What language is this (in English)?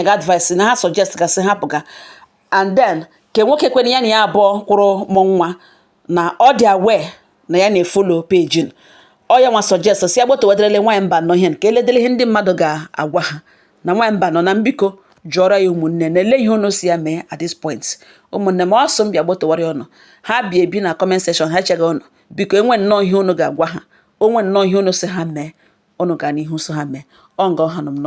Igbo